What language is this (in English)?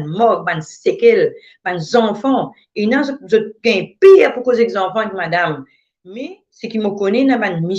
Morisyen